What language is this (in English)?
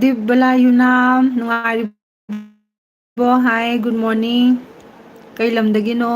Manipuri